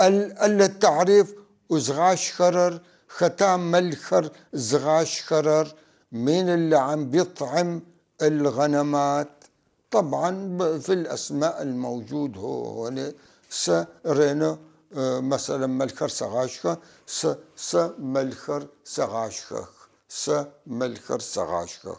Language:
North Levantine Arabic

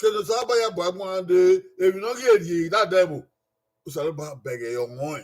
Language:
Bini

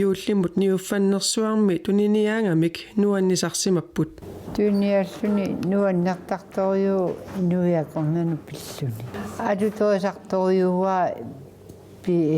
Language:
Kalaallisut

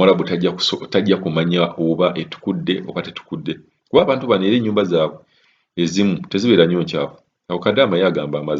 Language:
Ganda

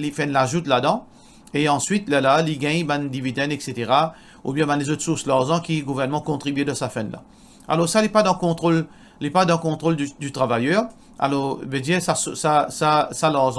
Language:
Morisyen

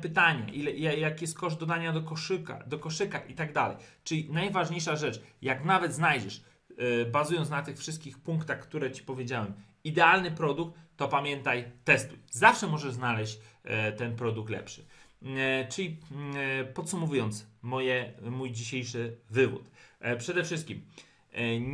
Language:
Polish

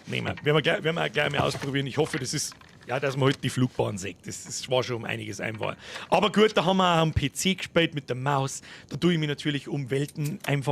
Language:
Bavarian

